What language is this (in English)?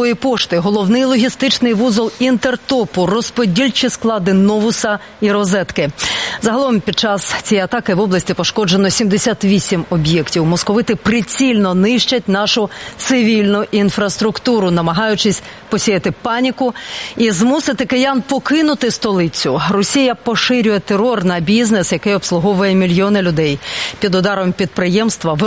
Ukrainian